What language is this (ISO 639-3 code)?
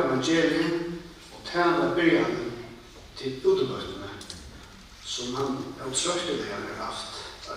fao